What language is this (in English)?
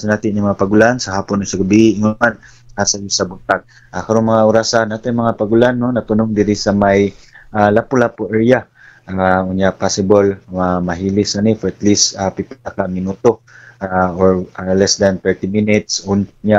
Cebuano